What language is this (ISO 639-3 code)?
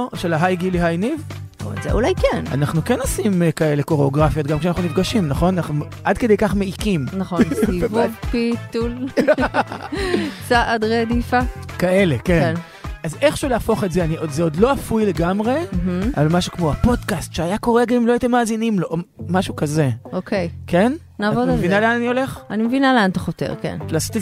heb